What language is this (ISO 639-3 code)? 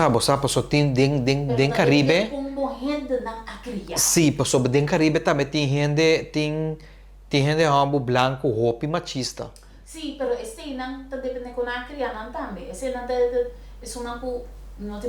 pap